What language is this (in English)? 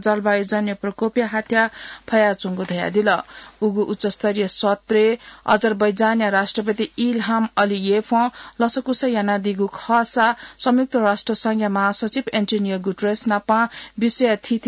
Newari